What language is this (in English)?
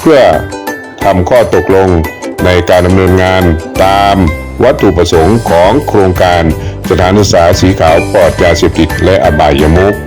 Lao